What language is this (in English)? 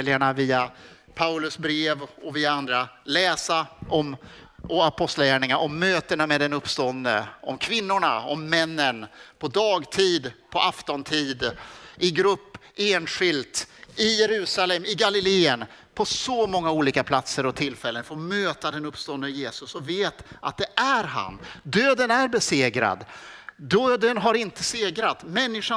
Swedish